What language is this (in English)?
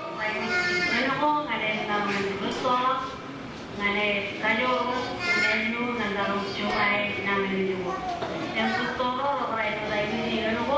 Marshallese